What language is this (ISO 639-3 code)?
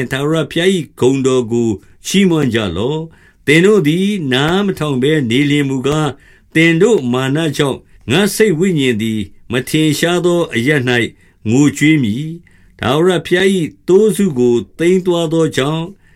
mya